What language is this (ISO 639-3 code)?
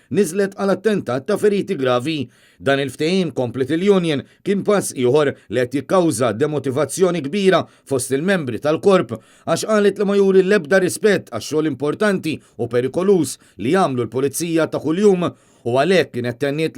mlt